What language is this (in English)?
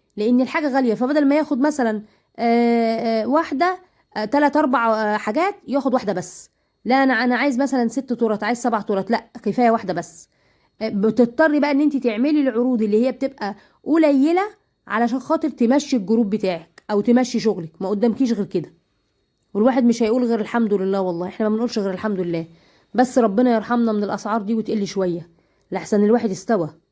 Egyptian Arabic